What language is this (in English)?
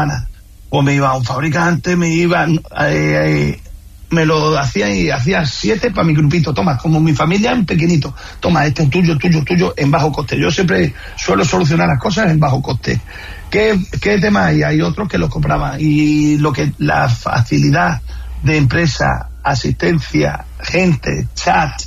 Spanish